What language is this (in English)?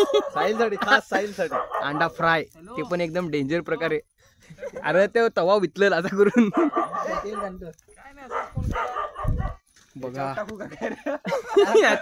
Marathi